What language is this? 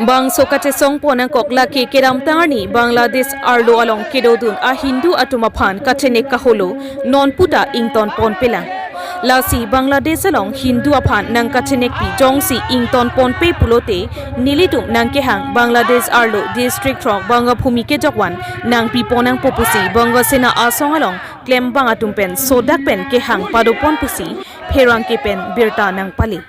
Karbi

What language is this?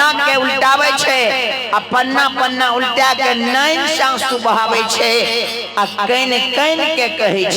Maithili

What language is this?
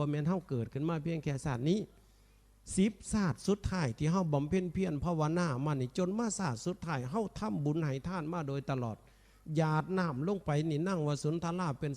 Northeastern Thai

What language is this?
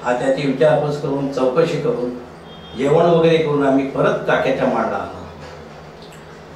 Marathi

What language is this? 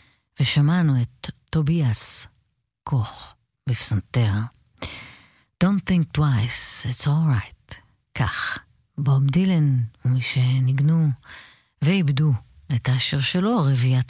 Hebrew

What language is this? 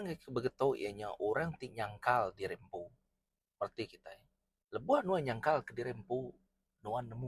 Iban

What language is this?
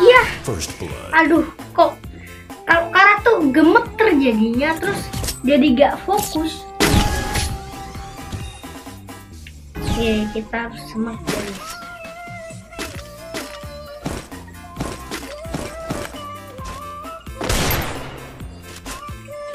Indonesian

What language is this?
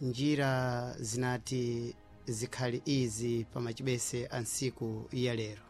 Sena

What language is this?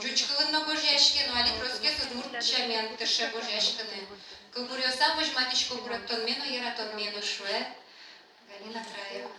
Udmurt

